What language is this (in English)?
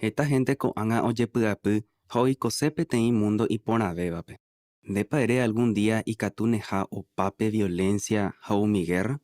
Guarani